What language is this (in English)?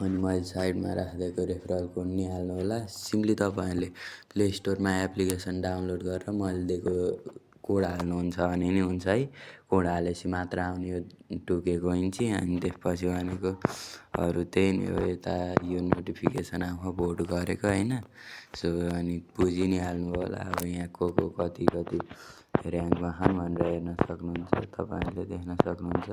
Nepali